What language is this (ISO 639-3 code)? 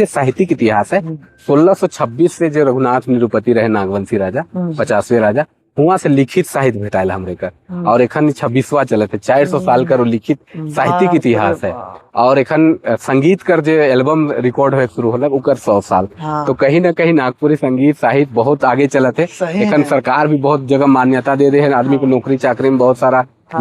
sck